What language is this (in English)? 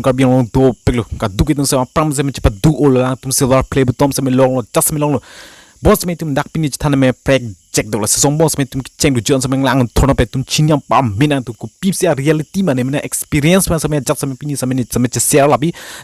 Karbi